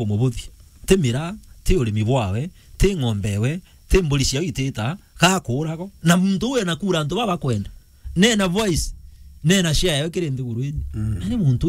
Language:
Meru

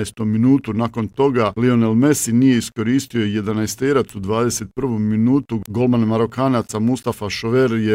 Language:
Bosnian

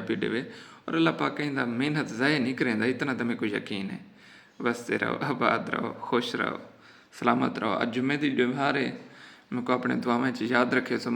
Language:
Saraiki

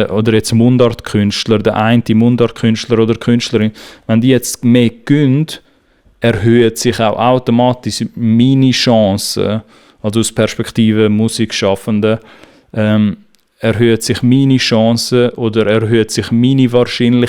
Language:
Swiss German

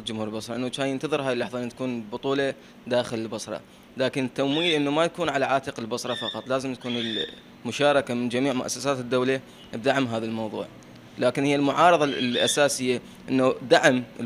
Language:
Mesopotamian Arabic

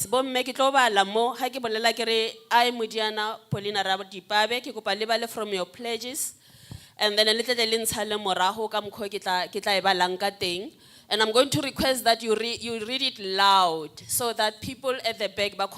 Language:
Southern Sotho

